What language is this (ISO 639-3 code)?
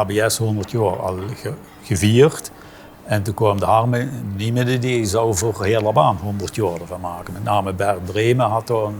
lim